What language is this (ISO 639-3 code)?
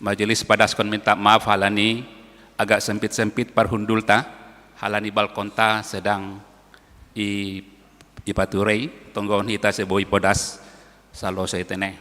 bts